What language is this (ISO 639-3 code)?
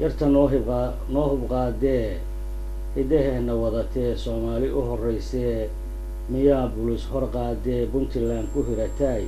som